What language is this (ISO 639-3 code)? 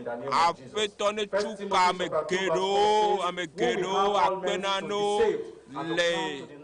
ewe